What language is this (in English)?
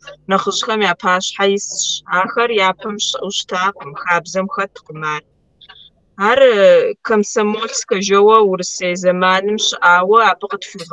Kabardian